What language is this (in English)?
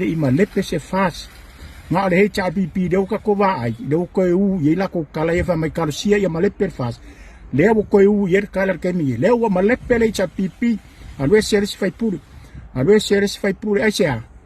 Samoan